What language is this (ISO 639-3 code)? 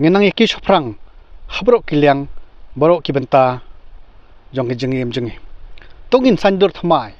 kha